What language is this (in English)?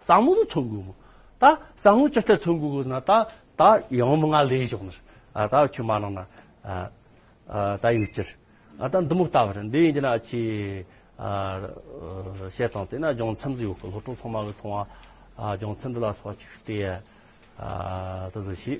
Amdo Tibetan